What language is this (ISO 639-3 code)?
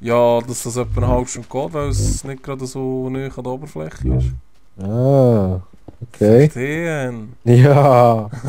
gsw